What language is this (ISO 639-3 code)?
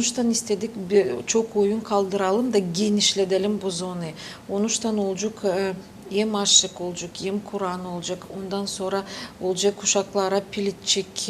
gag